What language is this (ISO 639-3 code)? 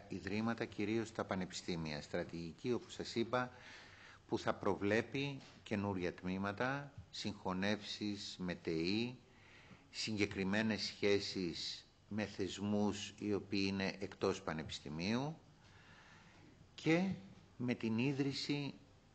ell